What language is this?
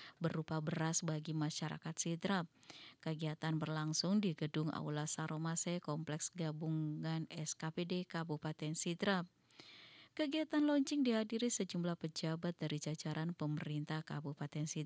Indonesian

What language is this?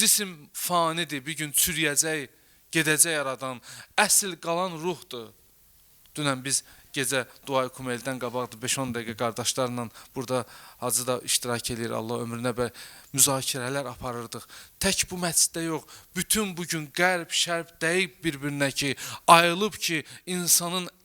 Azerbaijani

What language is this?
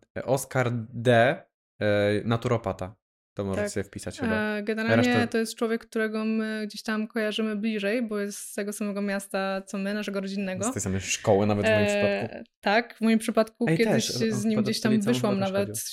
Polish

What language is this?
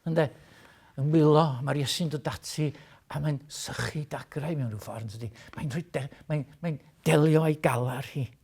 Welsh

